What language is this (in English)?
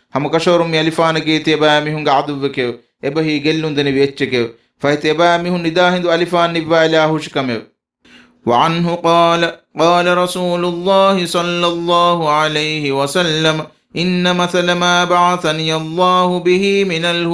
Divehi